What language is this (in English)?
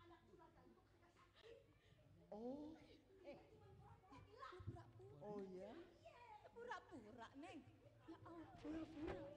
Betawi